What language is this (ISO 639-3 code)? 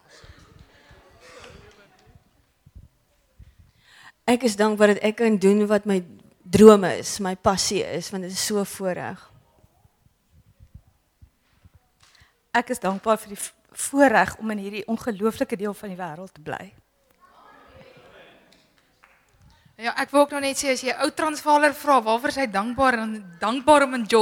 afr